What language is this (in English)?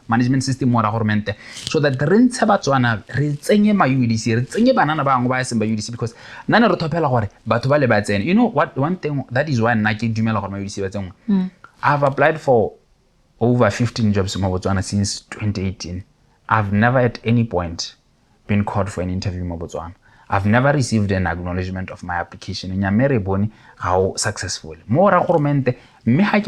Tswana